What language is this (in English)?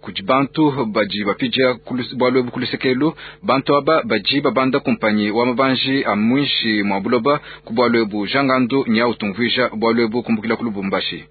Luba-Lulua